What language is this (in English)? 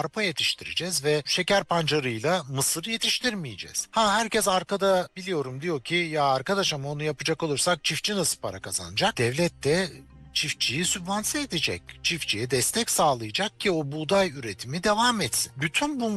Turkish